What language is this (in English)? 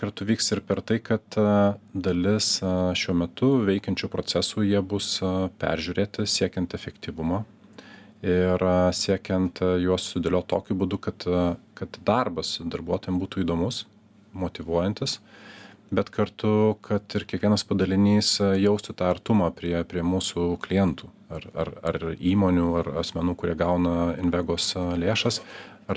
Lithuanian